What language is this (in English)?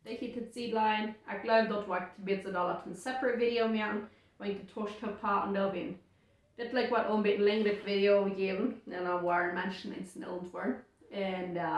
Plautdietsch